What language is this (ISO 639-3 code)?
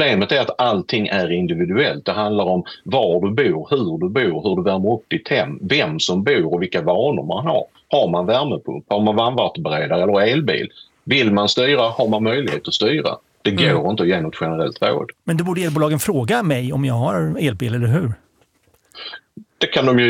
swe